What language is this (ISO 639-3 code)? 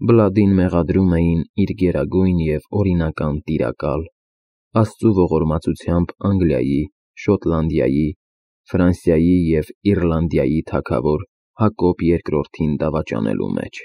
hye